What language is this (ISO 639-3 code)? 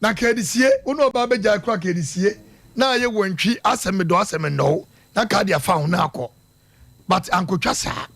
aka